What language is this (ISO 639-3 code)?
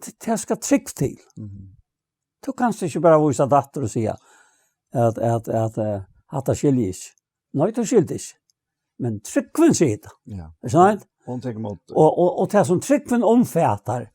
fao